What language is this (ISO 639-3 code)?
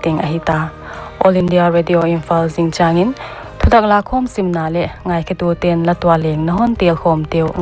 pck